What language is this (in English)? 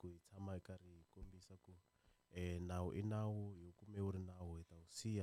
Tsonga